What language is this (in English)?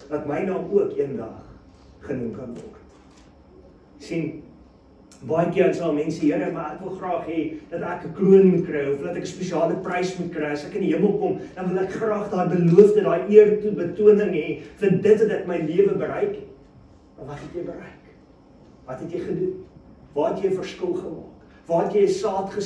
Afrikaans